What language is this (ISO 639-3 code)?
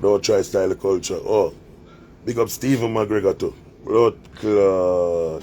jam